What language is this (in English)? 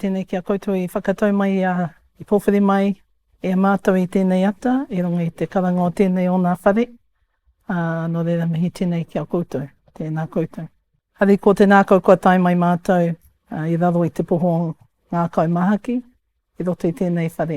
Māori